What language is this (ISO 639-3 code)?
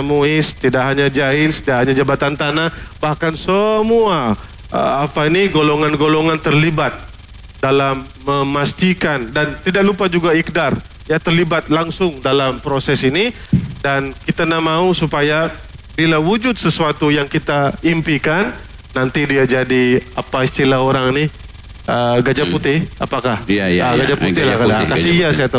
msa